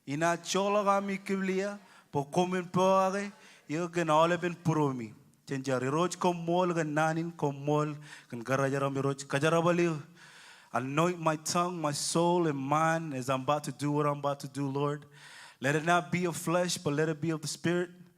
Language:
Marshallese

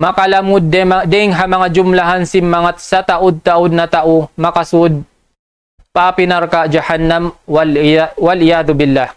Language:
Tausug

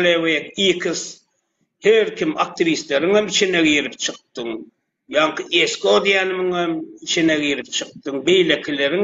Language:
Turkmen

